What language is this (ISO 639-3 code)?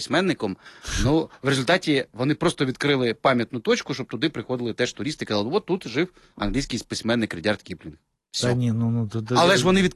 ukr